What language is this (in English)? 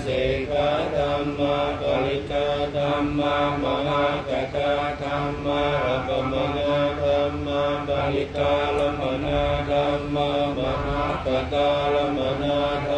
Pali